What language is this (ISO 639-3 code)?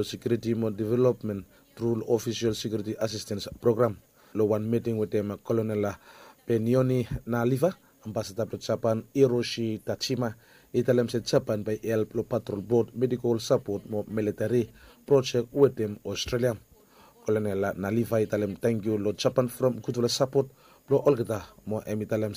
bis